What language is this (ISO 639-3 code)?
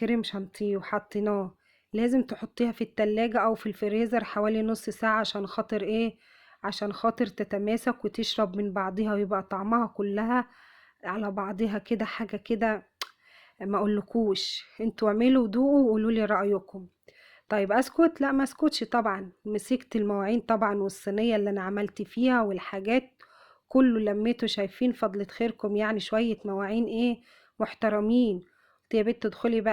arz